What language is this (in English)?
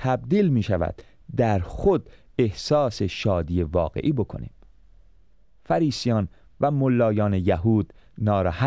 Persian